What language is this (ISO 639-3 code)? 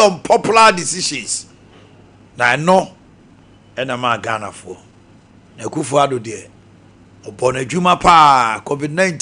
aka